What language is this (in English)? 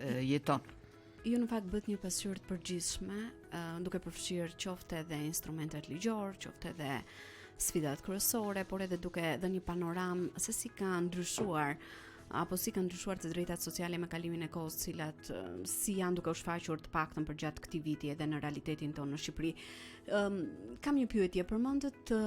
Albanian